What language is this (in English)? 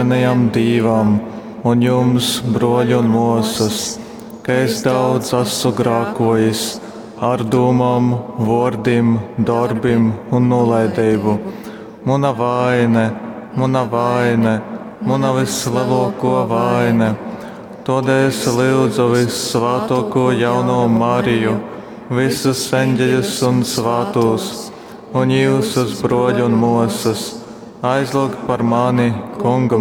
Latgalian